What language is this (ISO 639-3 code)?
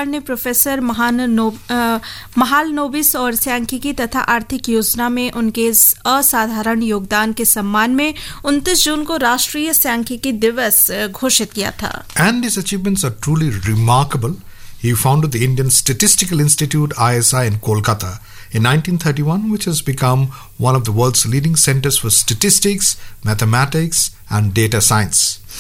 hin